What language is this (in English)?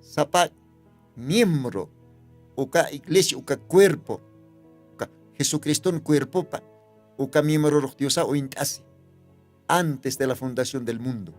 Aymara